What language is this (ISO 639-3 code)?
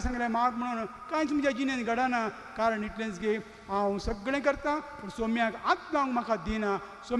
kok